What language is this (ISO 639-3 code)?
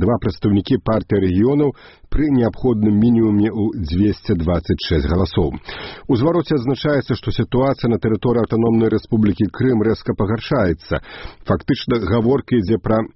bel